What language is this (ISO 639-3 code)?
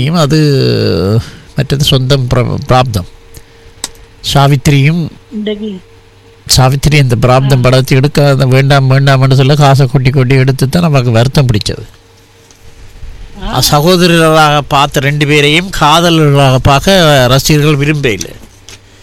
tam